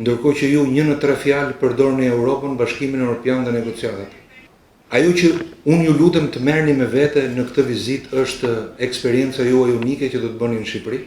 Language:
Albanian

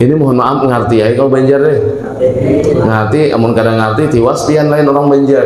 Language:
Banjar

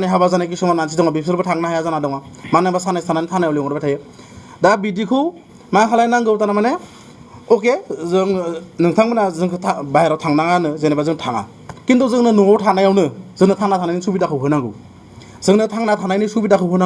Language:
Bodo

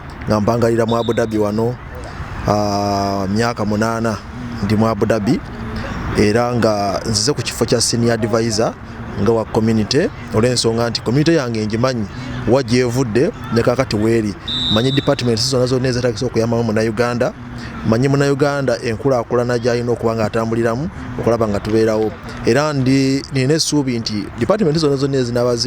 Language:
Ganda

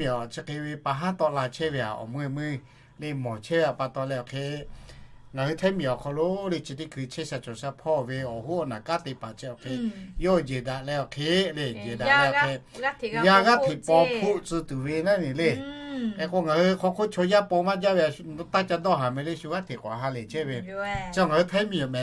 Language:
Lahu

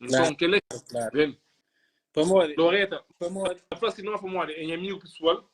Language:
Kabuverdianu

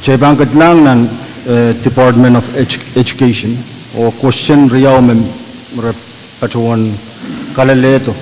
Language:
Pohnpeian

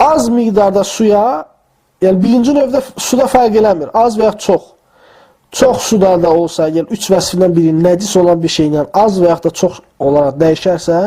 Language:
Azerbaijani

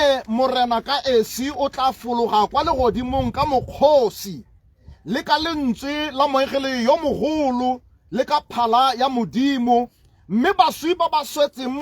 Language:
Tswana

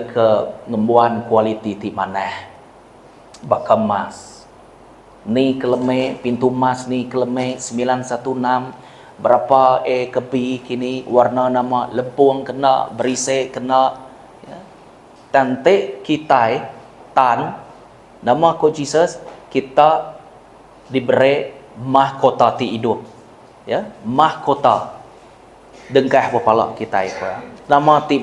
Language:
Iban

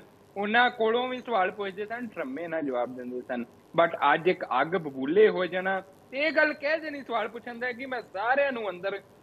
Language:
Punjabi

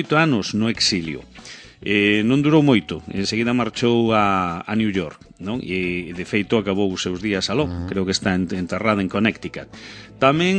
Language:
Galician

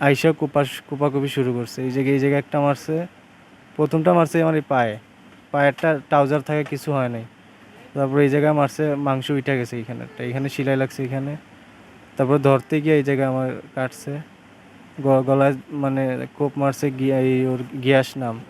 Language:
Sylheti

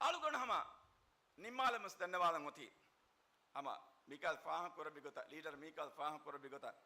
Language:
Divehi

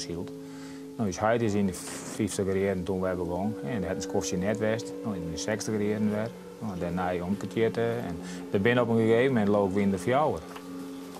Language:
Western Frisian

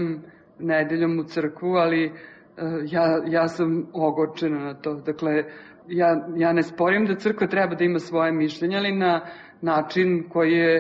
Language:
Serbian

